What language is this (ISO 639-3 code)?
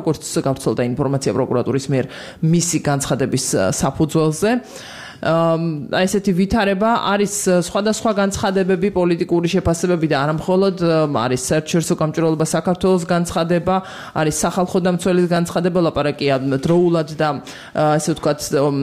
kat